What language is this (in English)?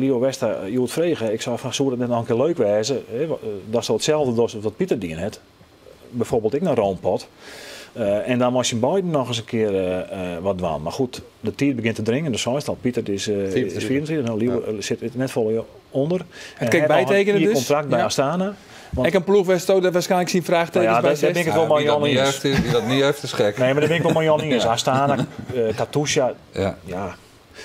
Western Frisian